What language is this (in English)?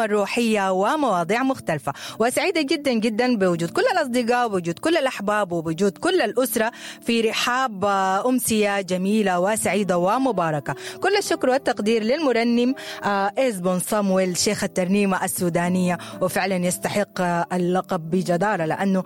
Sudanese Arabic